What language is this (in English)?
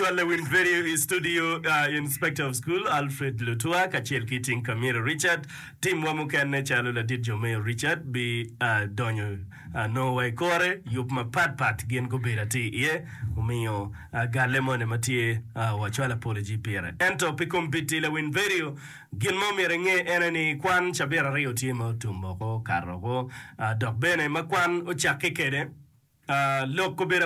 Acoli